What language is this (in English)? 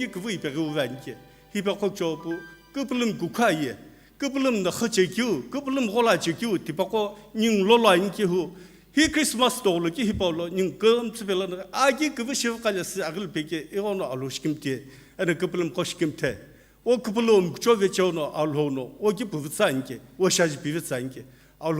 Sumi Naga